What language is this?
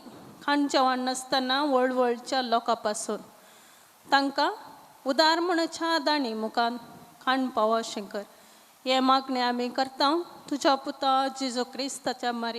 Konkani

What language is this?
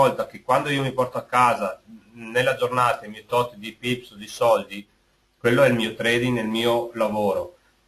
Italian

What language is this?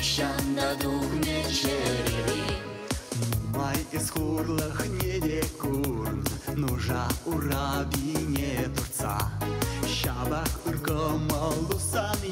Chuvash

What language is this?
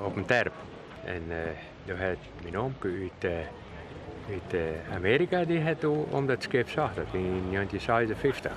Western Frisian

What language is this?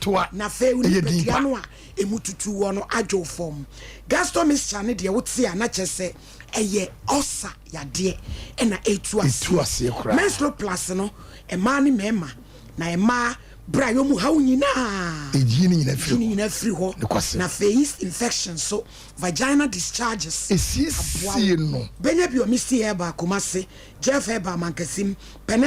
Akan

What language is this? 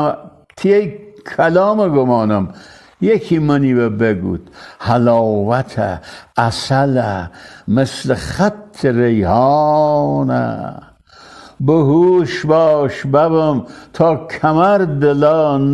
Gilaki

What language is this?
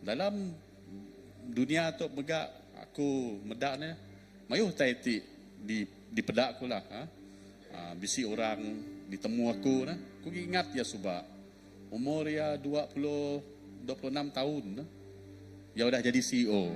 Iban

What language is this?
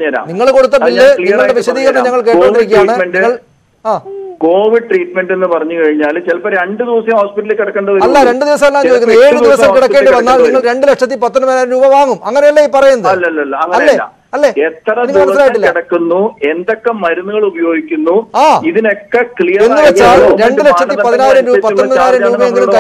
Malayalam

